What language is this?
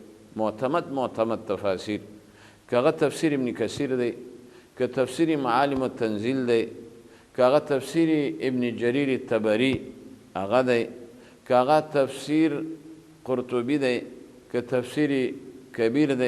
Pashto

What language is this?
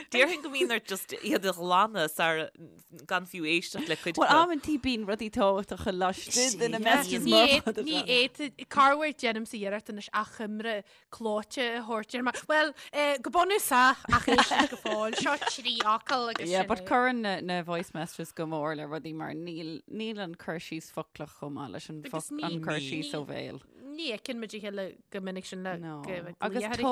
Irish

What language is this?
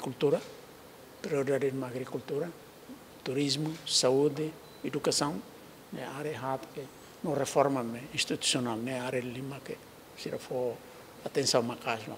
Tetum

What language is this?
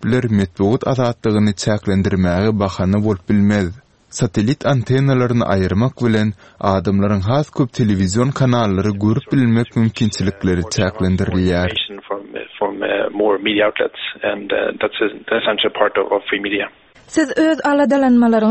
Turkmen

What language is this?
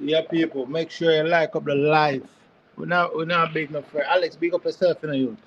Jamaican Creole English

